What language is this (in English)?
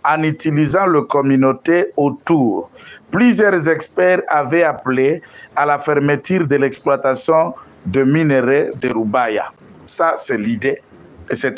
French